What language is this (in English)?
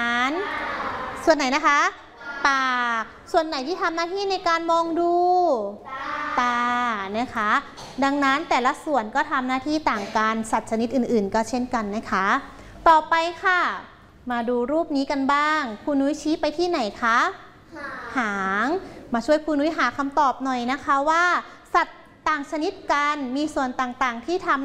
Thai